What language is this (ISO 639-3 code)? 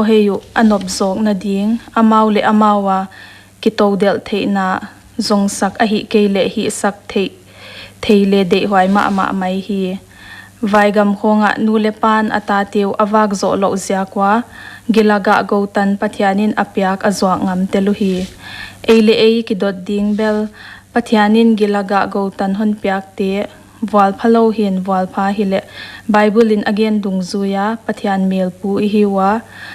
pck